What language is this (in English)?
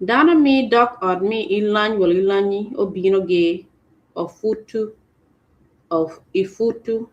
Acoli